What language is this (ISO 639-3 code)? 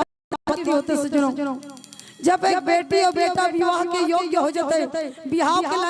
hne